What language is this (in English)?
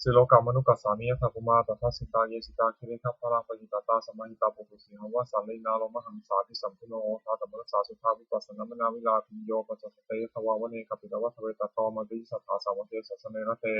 Pali